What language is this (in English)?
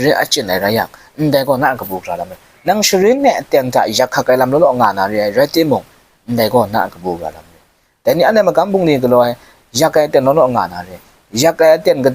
Kachin